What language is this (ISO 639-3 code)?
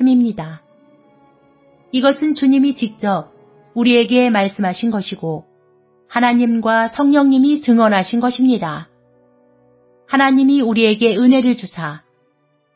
kor